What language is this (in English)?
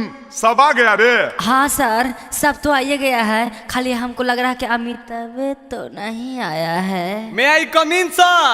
Magahi